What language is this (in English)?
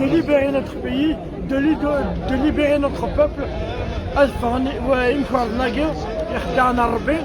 Algerian Arabic